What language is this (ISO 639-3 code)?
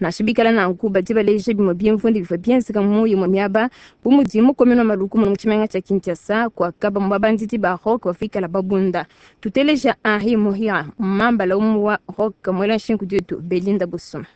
lua